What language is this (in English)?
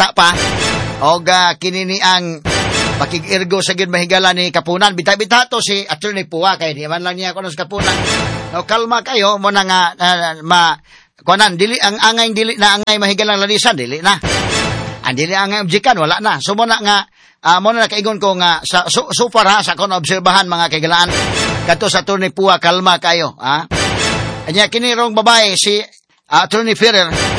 Cebuano